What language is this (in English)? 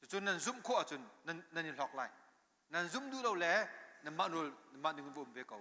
Hakha Chin